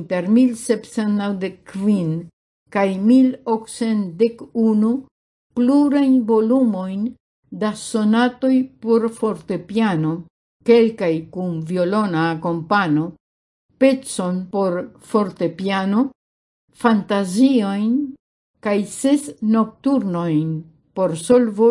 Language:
Esperanto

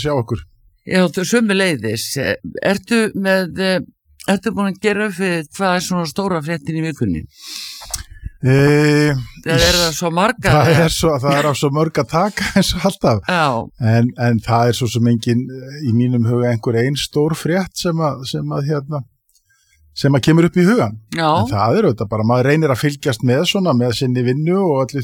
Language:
Icelandic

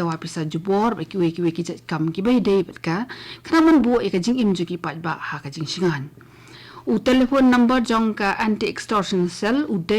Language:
Khasi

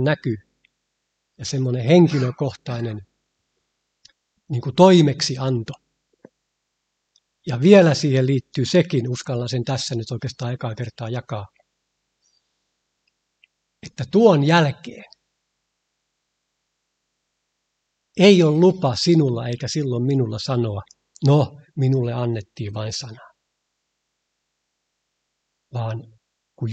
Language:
Finnish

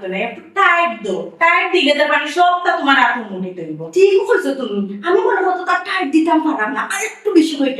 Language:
Sylheti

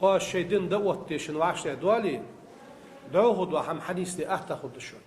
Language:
Ingush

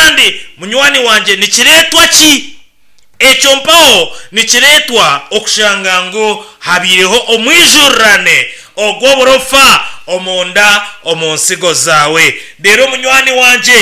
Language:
Nyankole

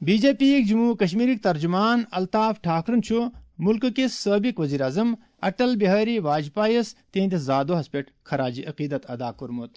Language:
Kashmiri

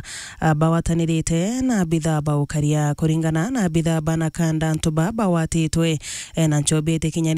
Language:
Meru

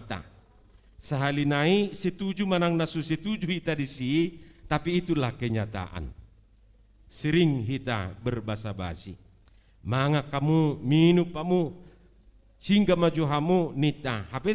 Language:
Batak Toba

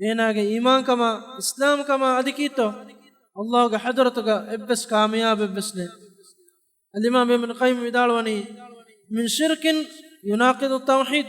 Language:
Divehi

